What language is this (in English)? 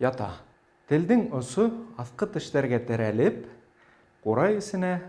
Bashkir